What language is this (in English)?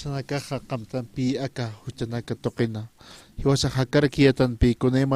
Aymara